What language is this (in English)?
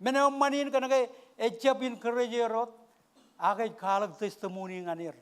Marshallese